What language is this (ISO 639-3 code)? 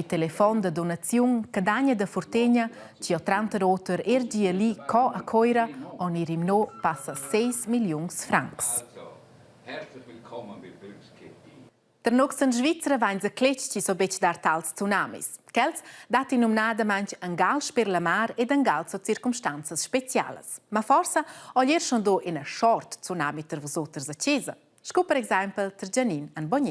roh